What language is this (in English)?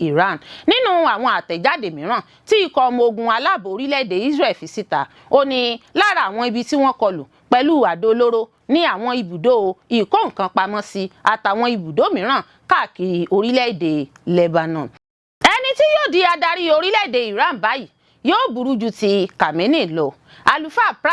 Yoruba